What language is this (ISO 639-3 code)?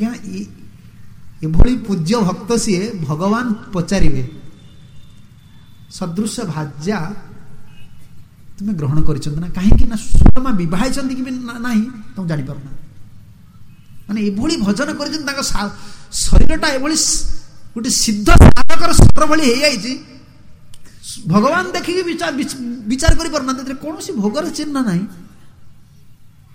ori